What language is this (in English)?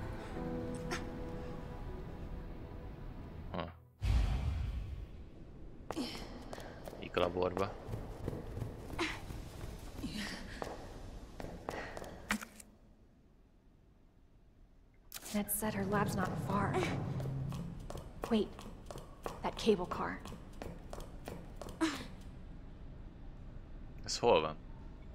Hungarian